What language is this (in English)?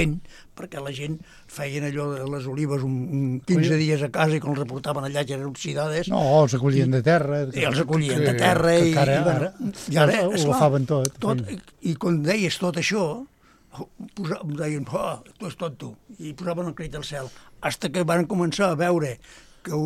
Catalan